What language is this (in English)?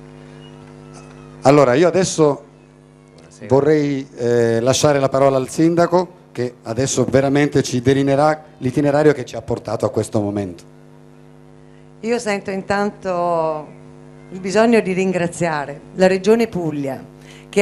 Italian